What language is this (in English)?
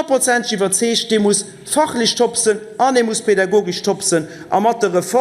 Luxembourgish